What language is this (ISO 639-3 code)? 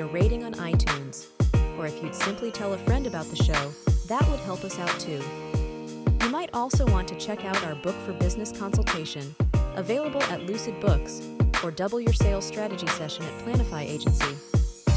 eng